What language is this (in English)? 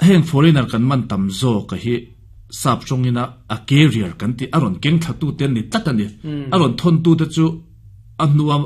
Mizo